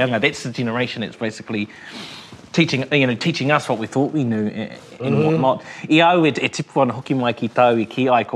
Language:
English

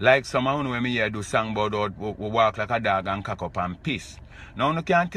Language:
Jamaican Creole English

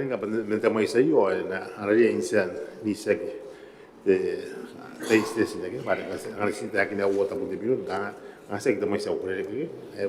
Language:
Gilbertese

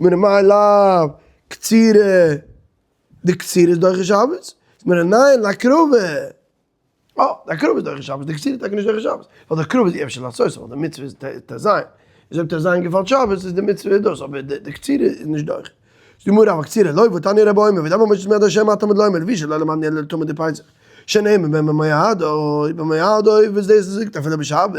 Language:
Yiddish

